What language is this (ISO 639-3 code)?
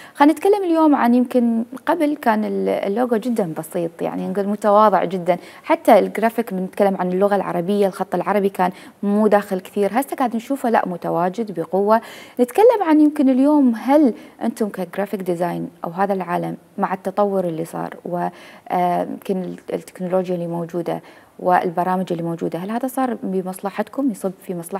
acm